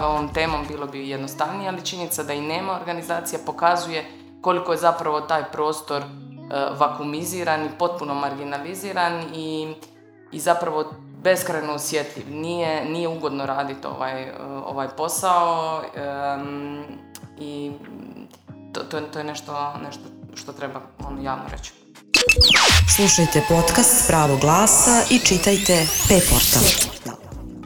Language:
Croatian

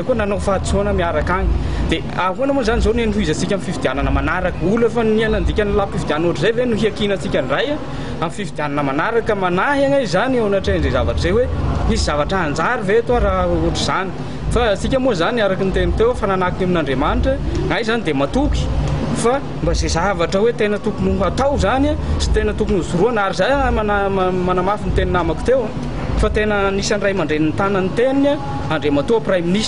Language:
Malagasy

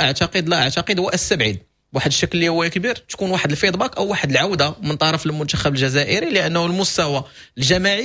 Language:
Moroccan Arabic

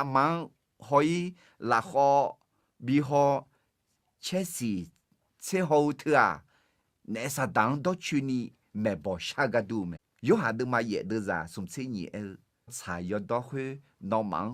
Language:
Akha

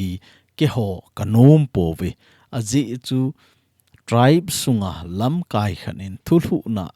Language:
Thado Chin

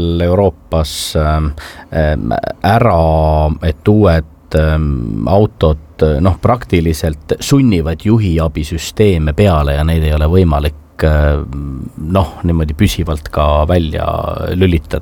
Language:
Estonian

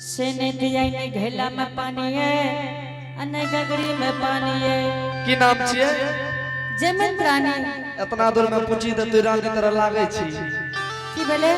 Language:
Angika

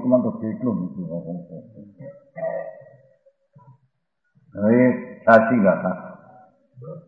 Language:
Gujarati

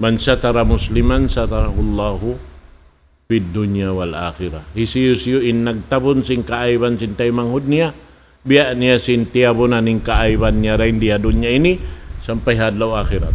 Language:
Tausug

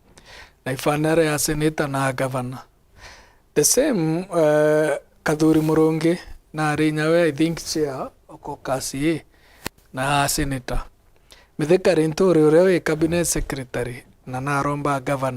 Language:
Meru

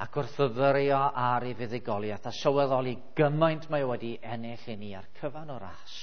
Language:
Welsh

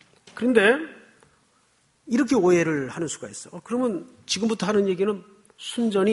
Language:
Korean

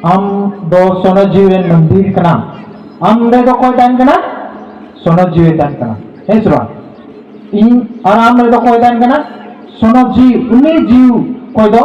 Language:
Santali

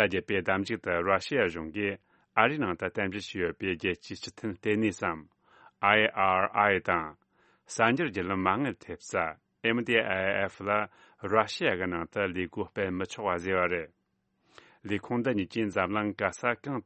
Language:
Tibetan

